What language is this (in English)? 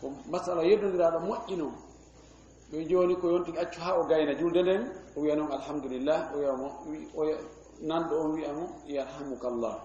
Fula